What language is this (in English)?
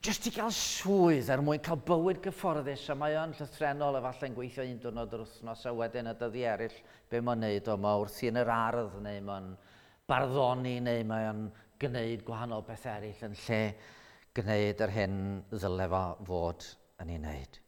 Welsh